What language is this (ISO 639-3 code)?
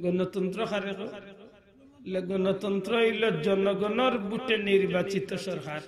syl